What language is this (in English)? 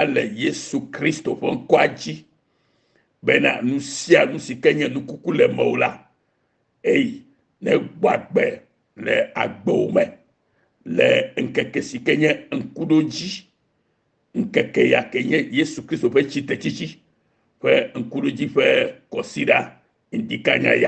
Ewe